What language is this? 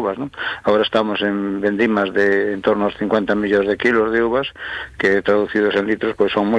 Galician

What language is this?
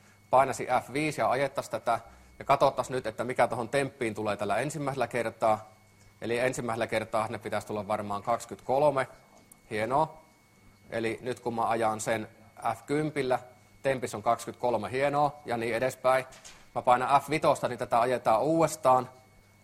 Finnish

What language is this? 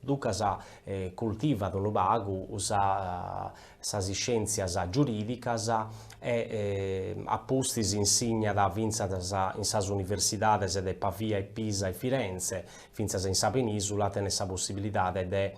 Sardinian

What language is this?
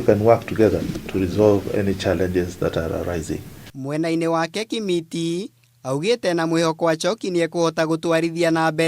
Kikuyu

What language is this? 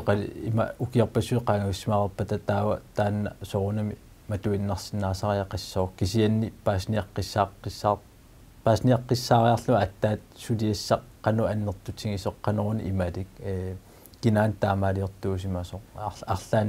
Kalaallisut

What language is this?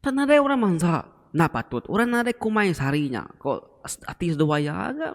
Iban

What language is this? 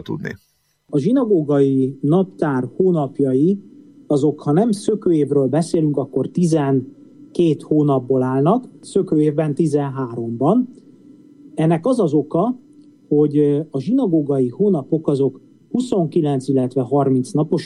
Hungarian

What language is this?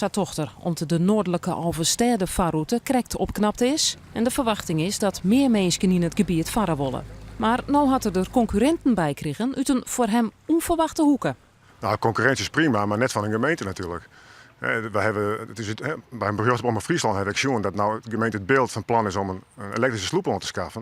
Western Frisian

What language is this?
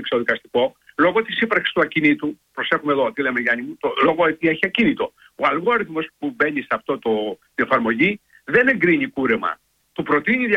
Greek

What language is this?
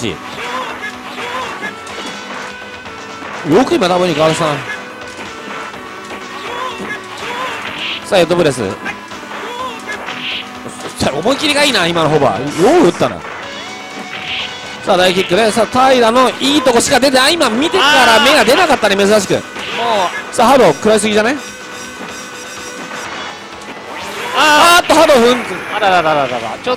Japanese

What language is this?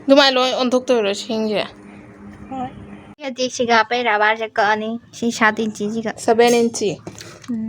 Manipuri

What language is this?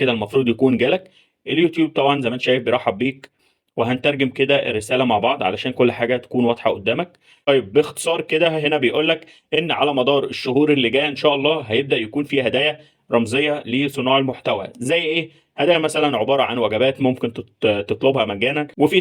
Egyptian Arabic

